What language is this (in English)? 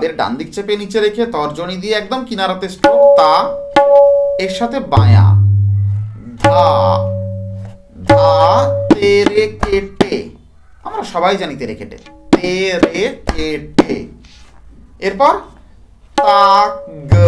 Bangla